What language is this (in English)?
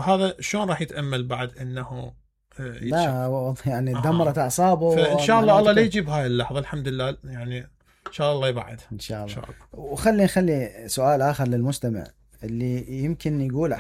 Mesopotamian Arabic